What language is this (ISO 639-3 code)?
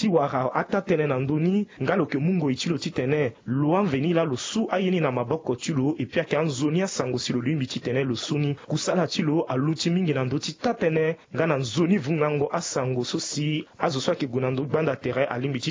sag